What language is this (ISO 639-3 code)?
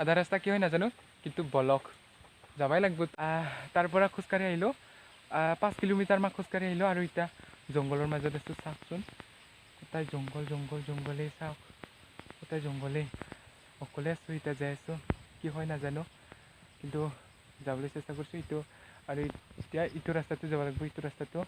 asm